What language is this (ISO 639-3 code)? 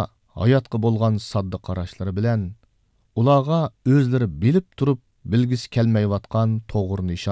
uig